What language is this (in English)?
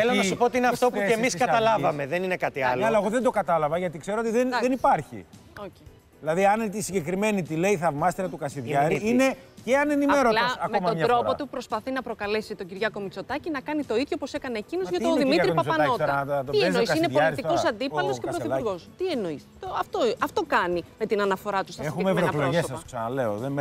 Greek